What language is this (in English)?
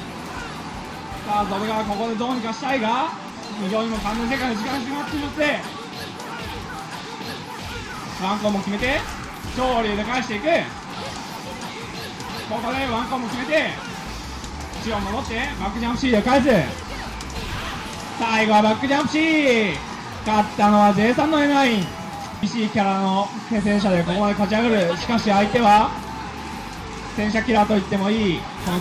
Japanese